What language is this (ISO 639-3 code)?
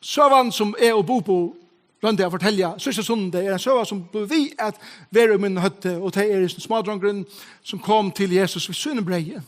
fao